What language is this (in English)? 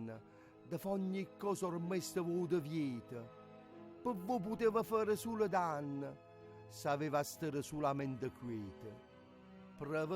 Neapolitan